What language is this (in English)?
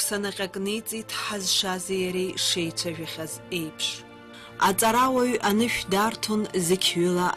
Abkhazian